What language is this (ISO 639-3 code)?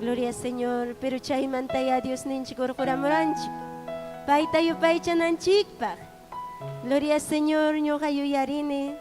quy